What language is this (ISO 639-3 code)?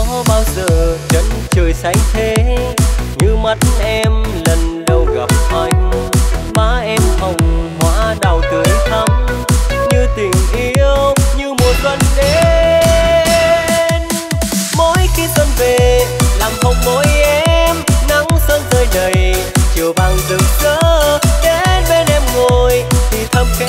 vie